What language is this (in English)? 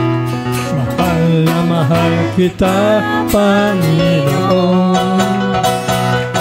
Filipino